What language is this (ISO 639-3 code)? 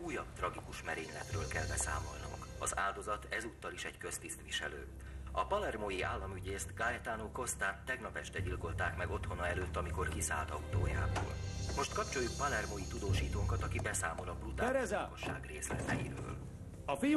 hun